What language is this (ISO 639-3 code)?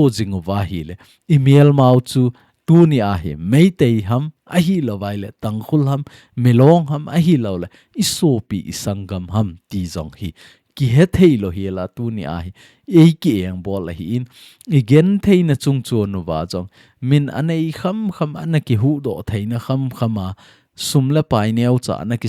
tcz